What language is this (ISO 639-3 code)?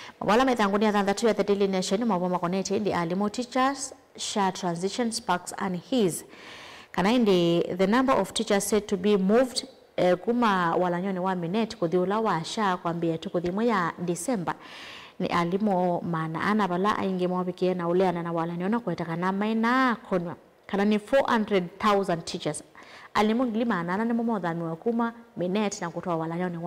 kam